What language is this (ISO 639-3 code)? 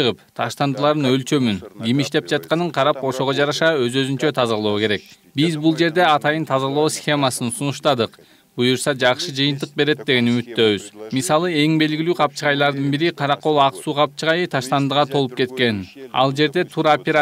kir